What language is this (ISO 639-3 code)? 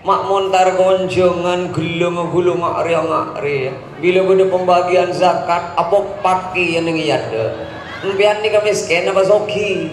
mad